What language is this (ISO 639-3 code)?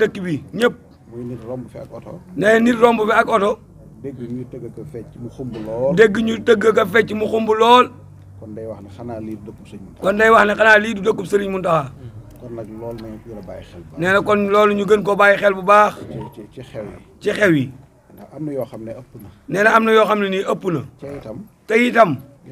wol